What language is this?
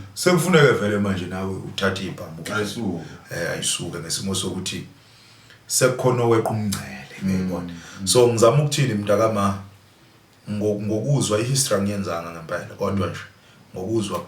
Zulu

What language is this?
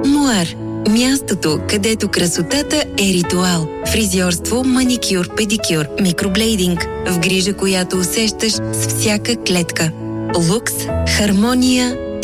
Bulgarian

